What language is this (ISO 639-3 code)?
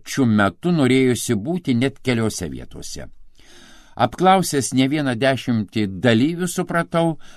lit